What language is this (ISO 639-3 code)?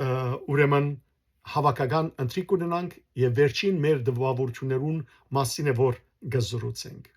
hyw